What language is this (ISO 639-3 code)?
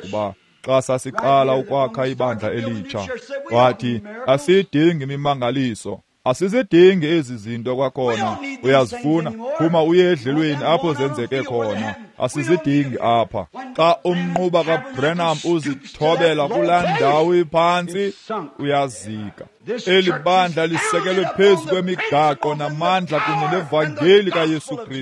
xho